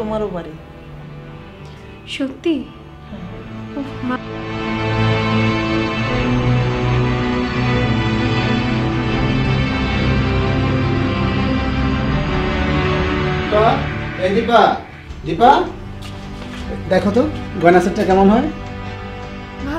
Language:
Bangla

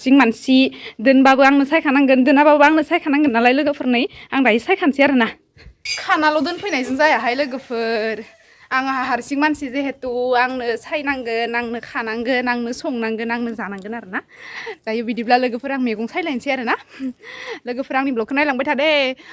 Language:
Bodo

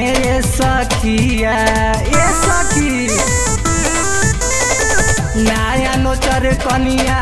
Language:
Bhojpuri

